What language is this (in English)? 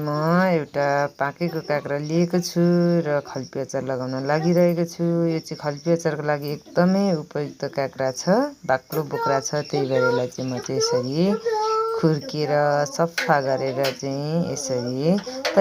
Nepali